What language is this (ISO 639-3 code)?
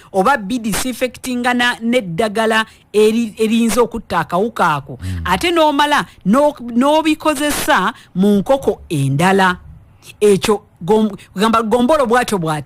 lug